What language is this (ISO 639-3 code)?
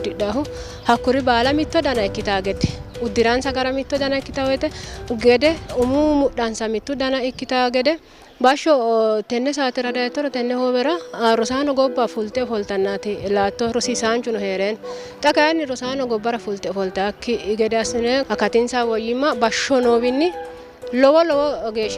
sid